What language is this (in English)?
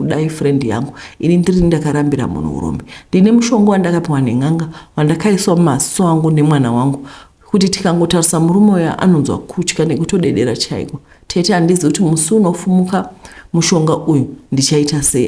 Shona